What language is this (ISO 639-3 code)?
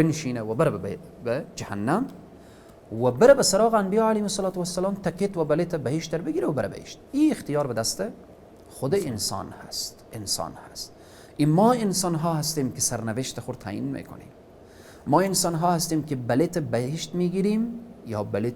fas